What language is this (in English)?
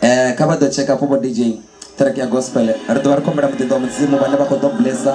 Venda